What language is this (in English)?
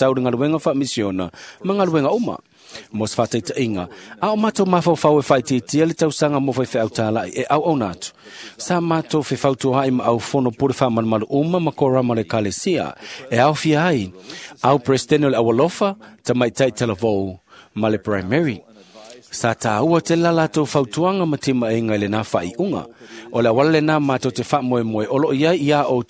Samoan